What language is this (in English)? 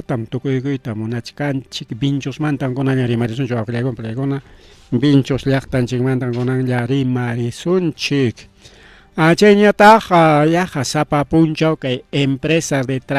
Ayacucho Quechua